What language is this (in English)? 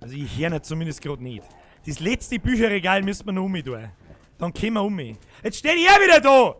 Bavarian